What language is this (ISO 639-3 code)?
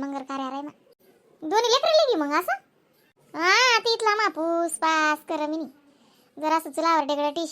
khn